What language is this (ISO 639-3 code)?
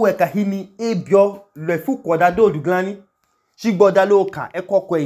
idu